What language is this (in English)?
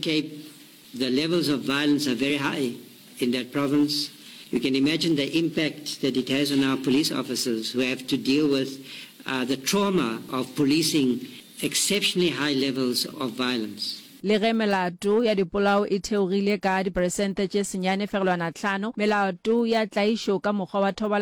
Northern Sotho